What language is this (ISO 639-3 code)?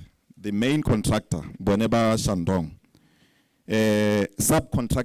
tsn